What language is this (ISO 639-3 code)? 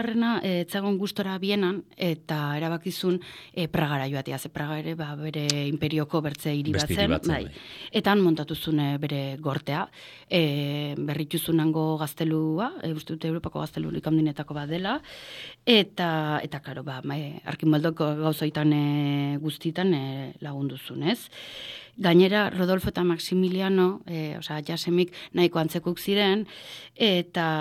eus